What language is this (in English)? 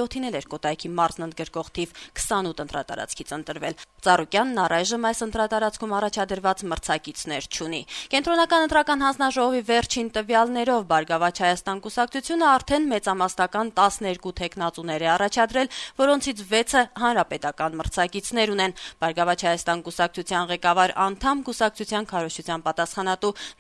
Armenian